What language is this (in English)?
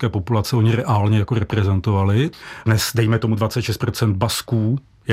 Czech